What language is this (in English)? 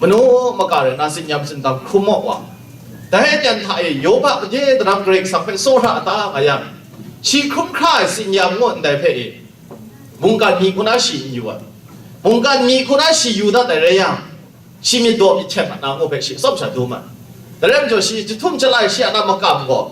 Kachin